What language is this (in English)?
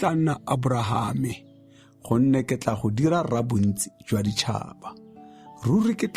Tswana